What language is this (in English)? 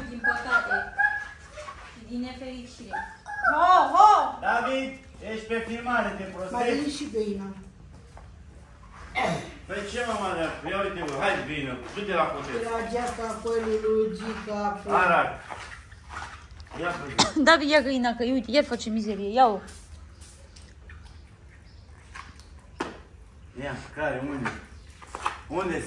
Romanian